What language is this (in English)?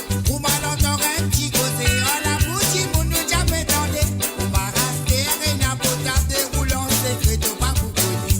Morisyen